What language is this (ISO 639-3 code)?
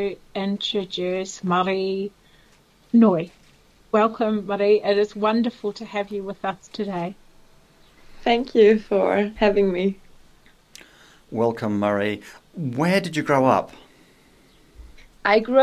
eng